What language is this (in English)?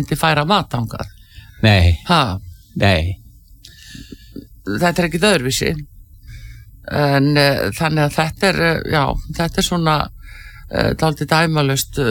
Icelandic